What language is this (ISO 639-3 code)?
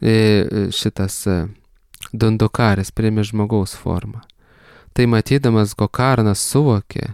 lit